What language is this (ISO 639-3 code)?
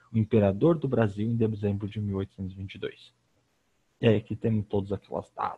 por